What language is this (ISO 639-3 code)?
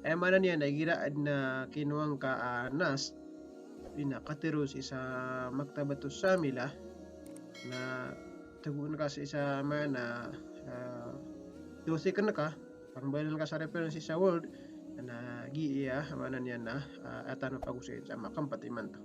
mrw